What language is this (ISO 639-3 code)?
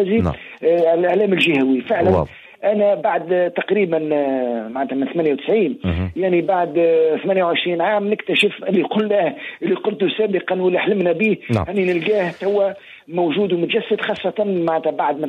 aeb